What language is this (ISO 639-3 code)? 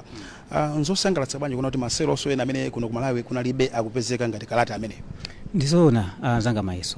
nya